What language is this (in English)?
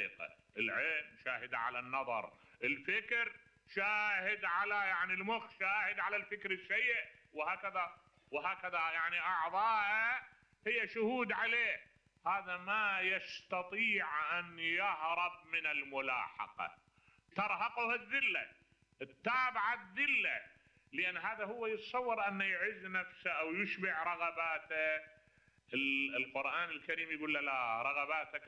Mesopotamian Arabic